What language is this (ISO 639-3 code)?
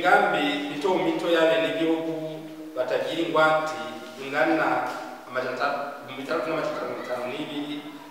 run